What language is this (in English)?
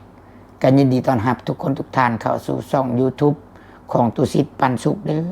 Northeastern Thai